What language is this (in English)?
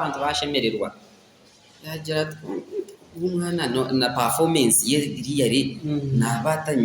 Nyankole